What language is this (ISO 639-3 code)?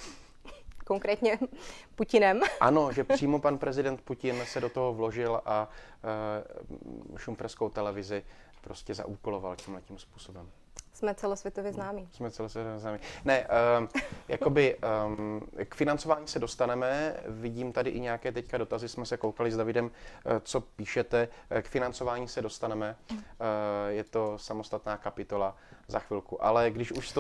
ces